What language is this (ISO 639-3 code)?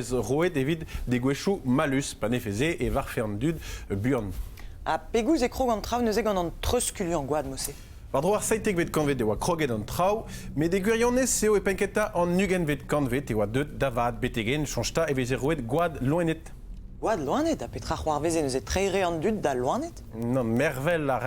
bre